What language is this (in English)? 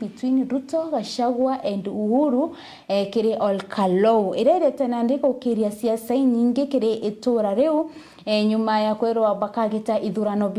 Meru